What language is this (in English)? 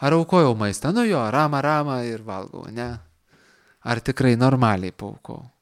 Lithuanian